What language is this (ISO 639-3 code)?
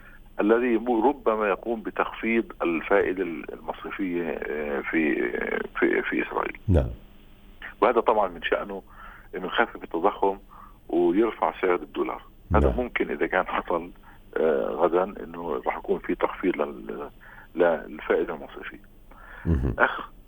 apc